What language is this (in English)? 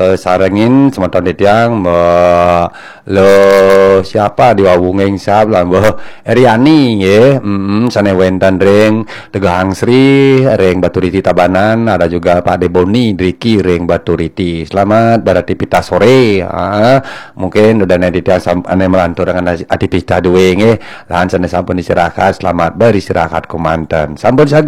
Balinese